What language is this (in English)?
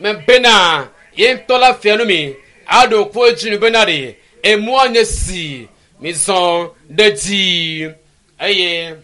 Ewe